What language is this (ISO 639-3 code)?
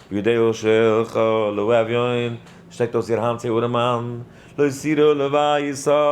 yid